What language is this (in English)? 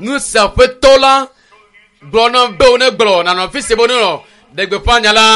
Ewe